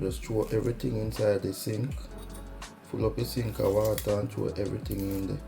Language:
Jamaican Creole English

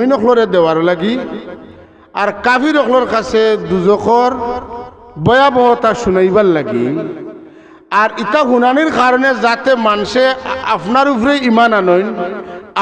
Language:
Sylheti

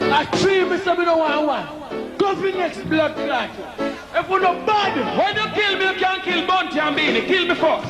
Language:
Jamaican Creole English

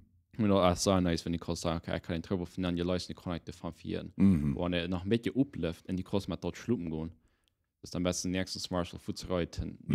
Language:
Plautdietsch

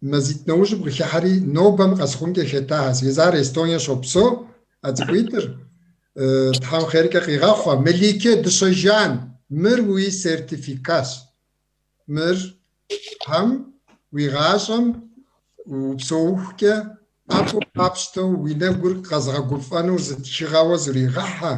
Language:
Kabardian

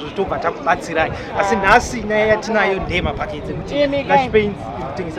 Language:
Shona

